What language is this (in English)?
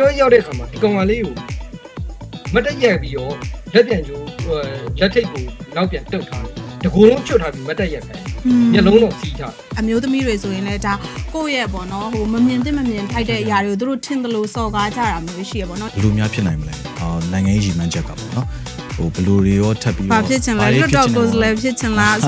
Burmese